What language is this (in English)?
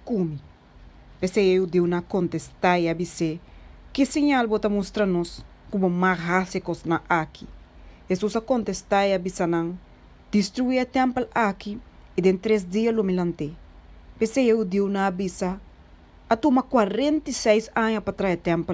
Papiamento